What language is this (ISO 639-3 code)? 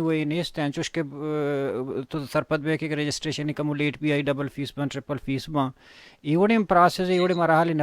bal